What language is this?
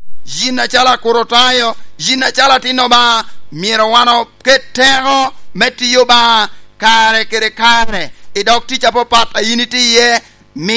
Lango (Uganda)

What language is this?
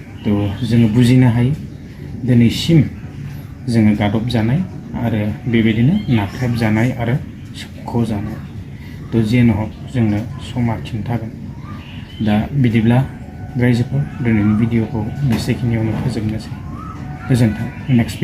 Bodo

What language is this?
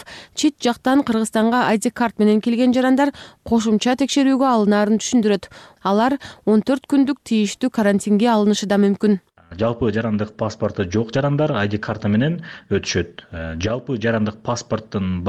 Kyrgyz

